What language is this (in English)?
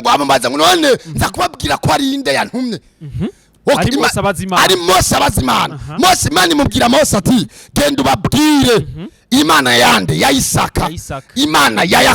Rundi